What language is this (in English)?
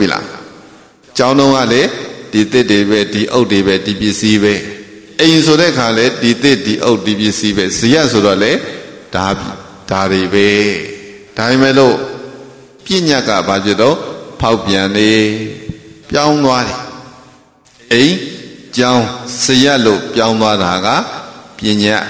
Burmese